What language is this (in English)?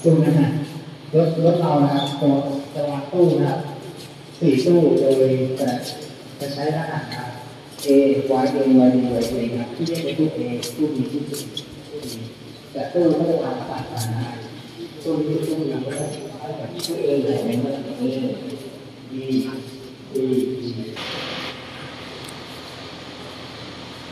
Thai